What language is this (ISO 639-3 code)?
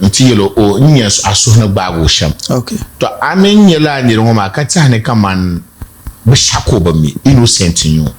dag